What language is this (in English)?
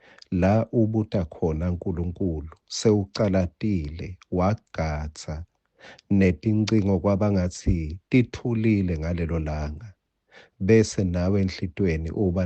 Swati